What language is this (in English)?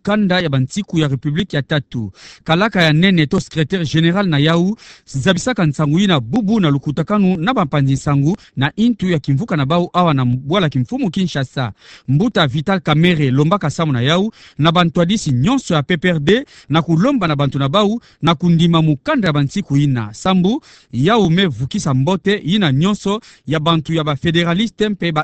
Kituba (Democratic Republic of Congo)